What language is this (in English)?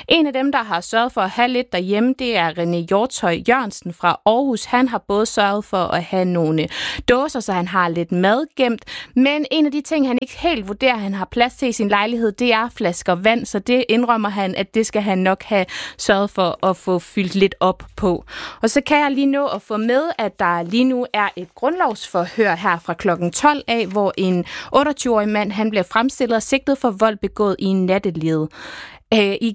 Danish